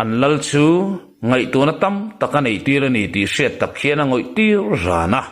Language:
Mizo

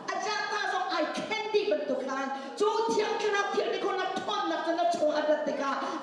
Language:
Hakha Chin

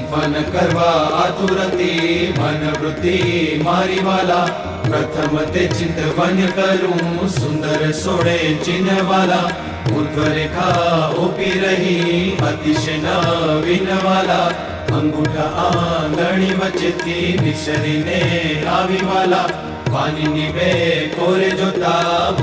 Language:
Gujarati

